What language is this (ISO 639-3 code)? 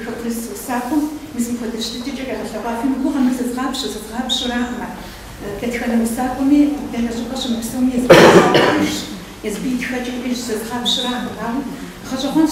kbd